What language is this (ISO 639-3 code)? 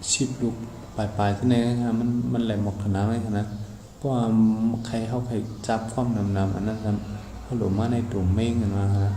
shn